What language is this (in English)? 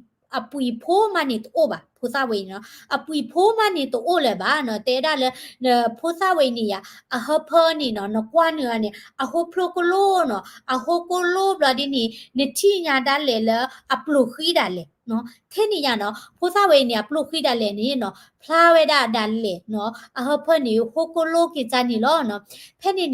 S'gaw Karen